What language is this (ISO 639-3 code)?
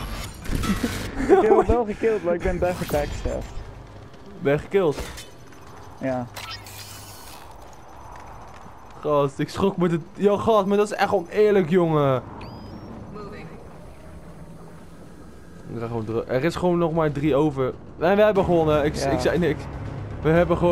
nld